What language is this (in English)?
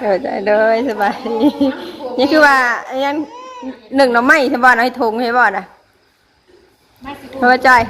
Northeastern Thai